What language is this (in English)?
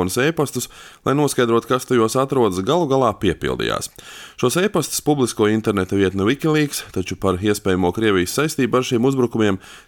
Latvian